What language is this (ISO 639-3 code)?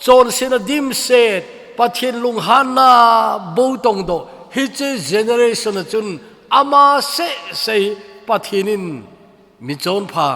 tcz